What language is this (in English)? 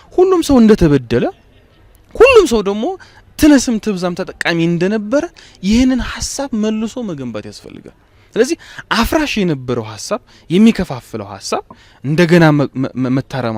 Amharic